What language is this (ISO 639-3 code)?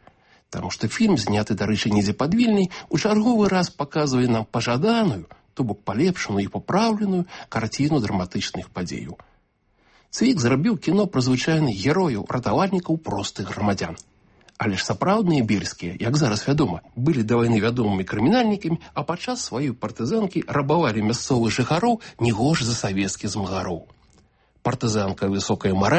bel